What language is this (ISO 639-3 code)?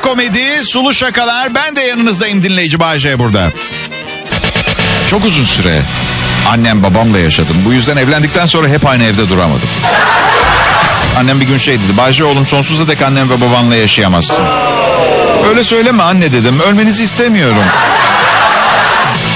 tur